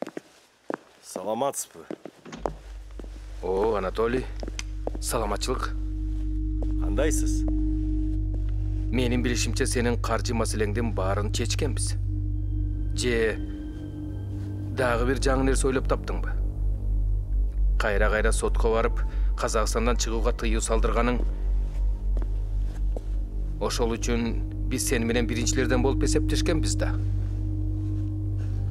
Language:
Kyrgyz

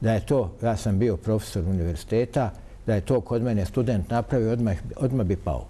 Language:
Bosnian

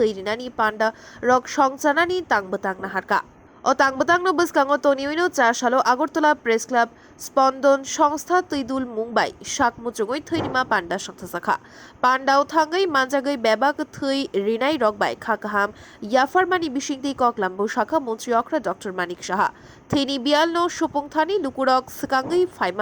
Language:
Kok Borok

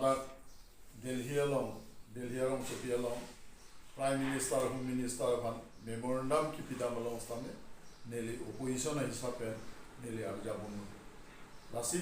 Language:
Karbi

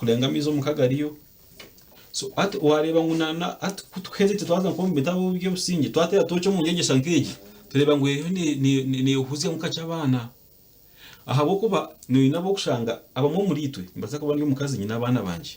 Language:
Nyankole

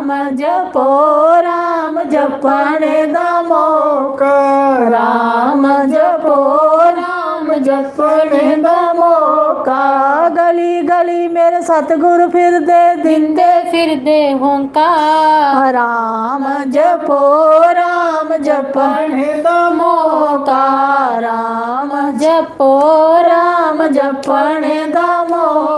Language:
Dogri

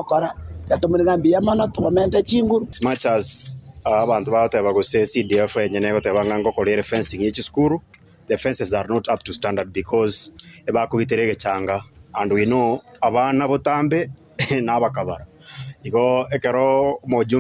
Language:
Gusii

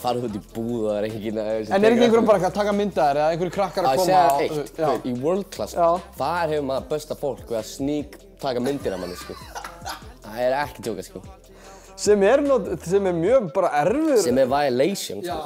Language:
Icelandic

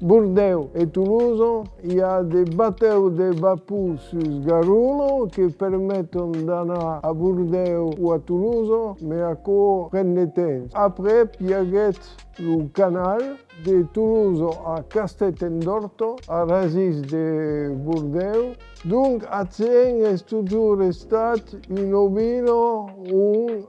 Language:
Occitan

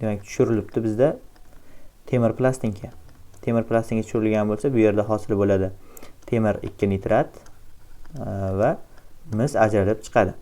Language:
Uzbek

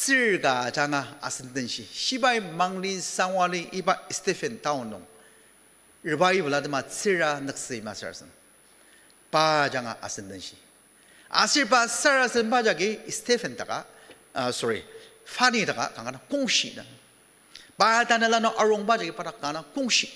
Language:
Ao Naga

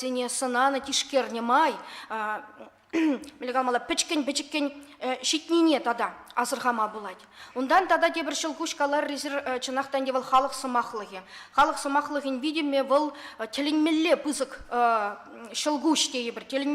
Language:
Chuvash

